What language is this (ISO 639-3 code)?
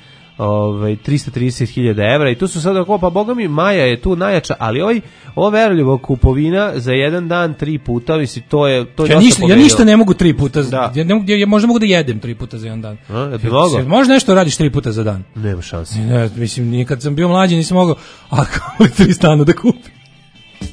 srp